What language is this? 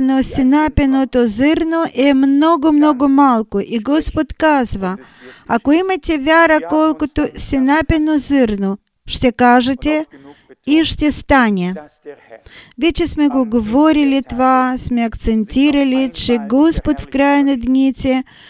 Bulgarian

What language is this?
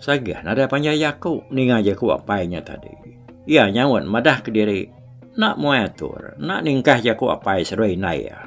Iban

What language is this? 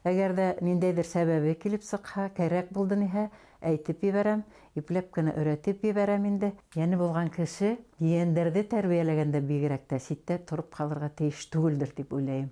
Bashkir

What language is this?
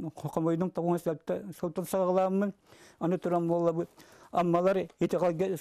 Yakut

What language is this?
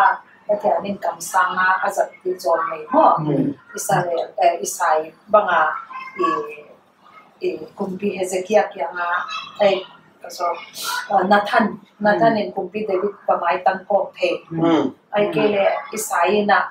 Paite Chin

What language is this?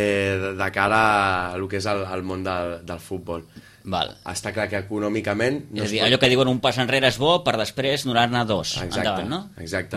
Catalan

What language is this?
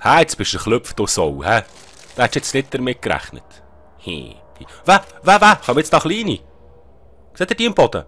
Swiss German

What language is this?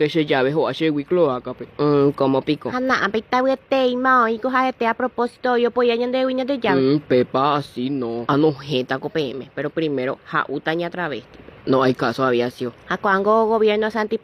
Guarani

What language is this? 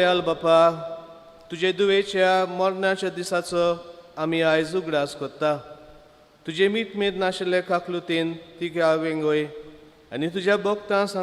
Konkani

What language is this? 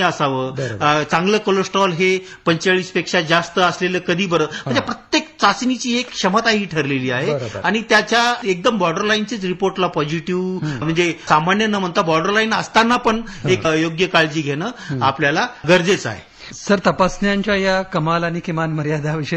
Marathi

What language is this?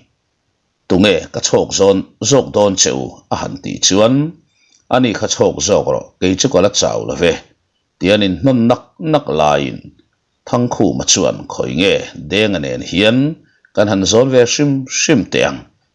Mizo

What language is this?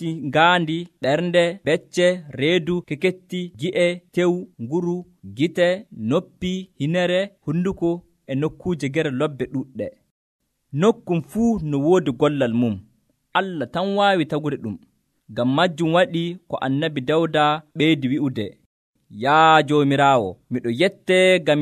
Nigerian Fulfulde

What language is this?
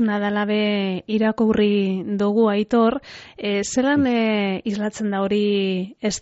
Basque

